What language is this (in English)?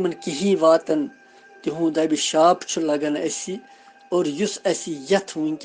Kashmiri